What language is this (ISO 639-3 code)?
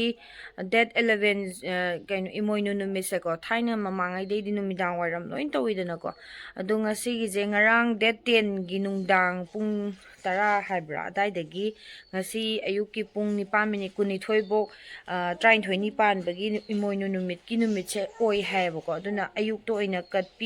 mni